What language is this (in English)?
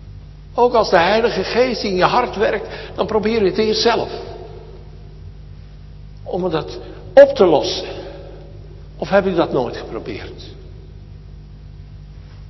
Dutch